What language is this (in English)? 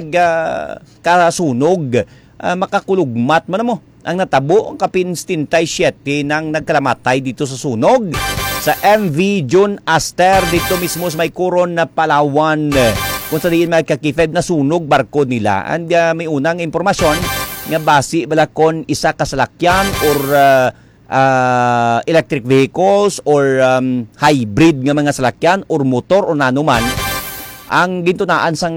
Hiligaynon